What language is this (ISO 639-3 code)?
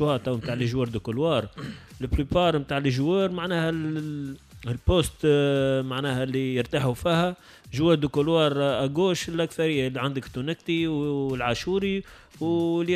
aeb